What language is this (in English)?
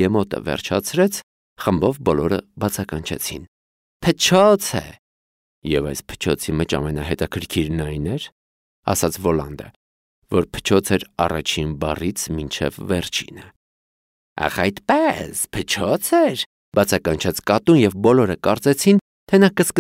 Armenian